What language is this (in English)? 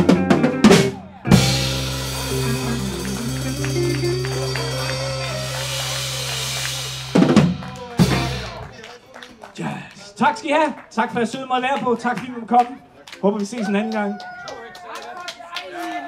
Danish